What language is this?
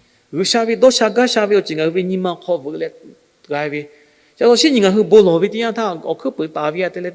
Lahu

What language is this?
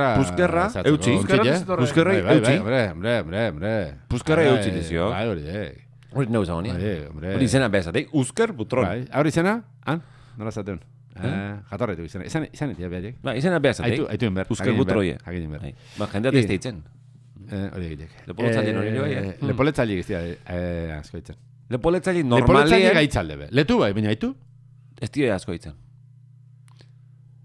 Basque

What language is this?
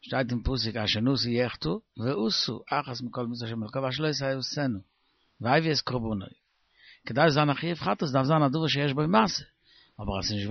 Yiddish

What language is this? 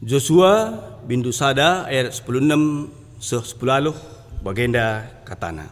Batak Karo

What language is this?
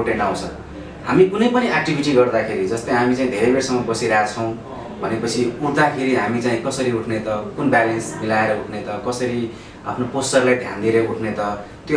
Nepali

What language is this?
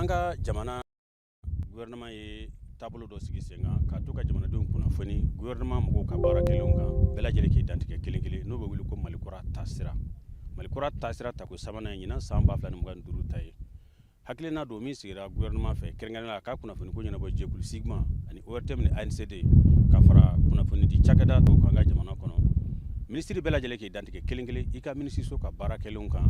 Bambara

